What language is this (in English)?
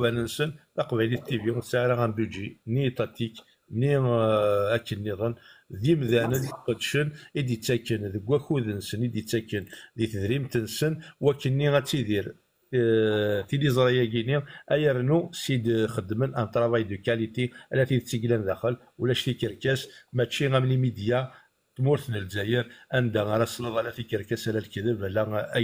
Kabyle